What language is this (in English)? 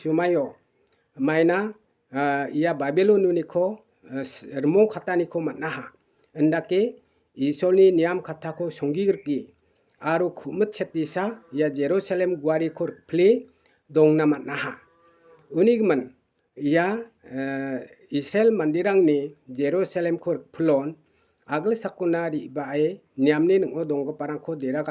Garo